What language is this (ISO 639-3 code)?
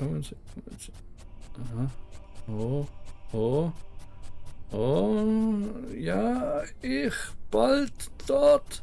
gsw